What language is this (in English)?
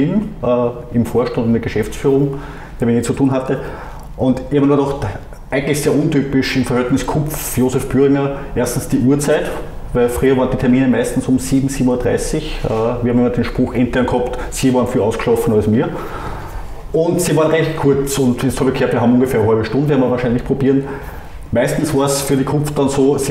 German